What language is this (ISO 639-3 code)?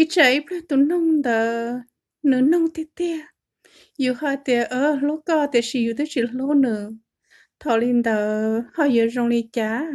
hmn